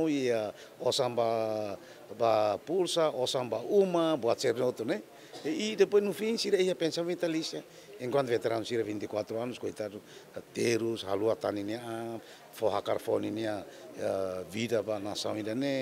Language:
Tetum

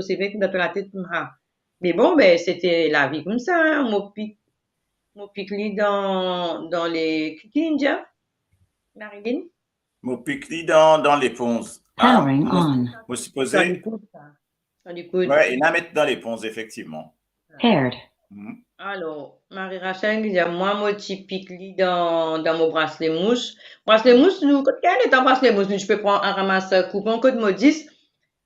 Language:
Morisyen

